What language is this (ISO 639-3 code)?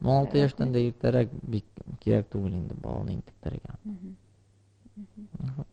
tat